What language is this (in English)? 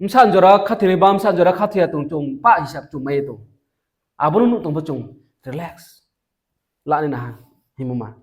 Riang (India)